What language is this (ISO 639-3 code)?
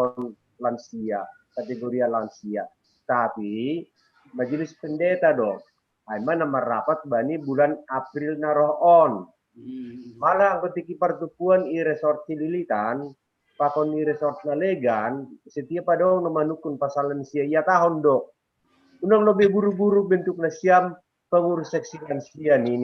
bts